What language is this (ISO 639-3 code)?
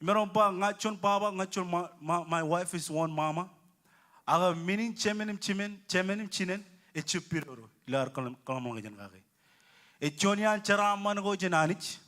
mah